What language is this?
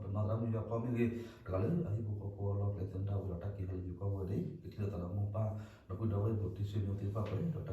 S'gaw Karen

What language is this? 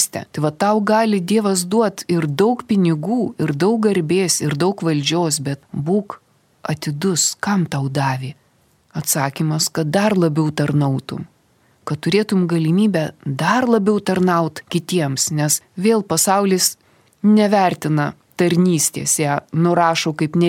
Lithuanian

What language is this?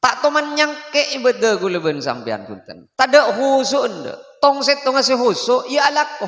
Madurese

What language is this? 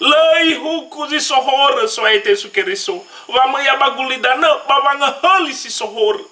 Nias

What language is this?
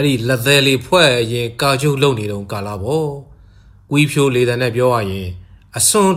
Burmese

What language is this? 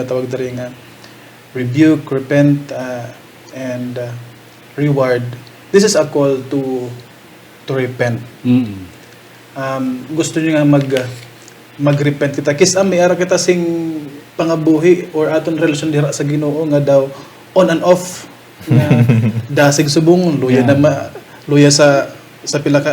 Hiligaynon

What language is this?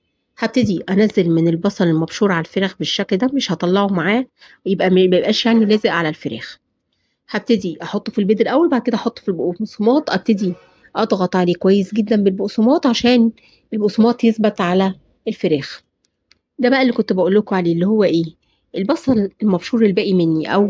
Egyptian Arabic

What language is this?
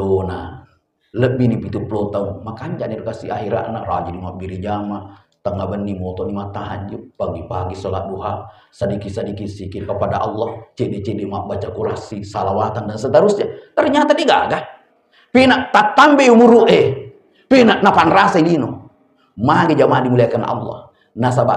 Buginese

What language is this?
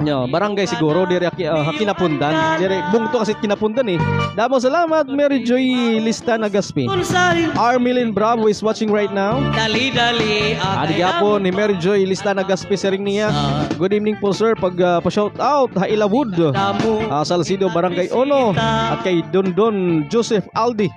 Waray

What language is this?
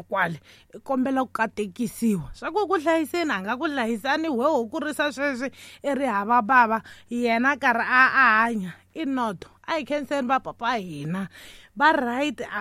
Tsonga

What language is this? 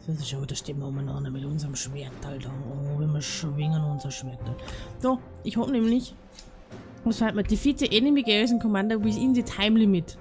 Bavarian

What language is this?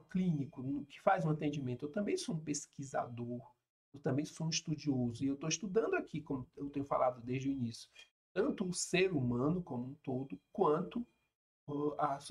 Portuguese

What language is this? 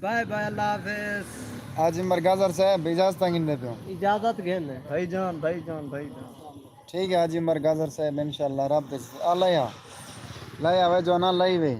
Saraiki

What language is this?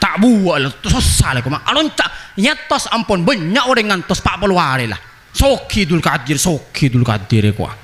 Madurese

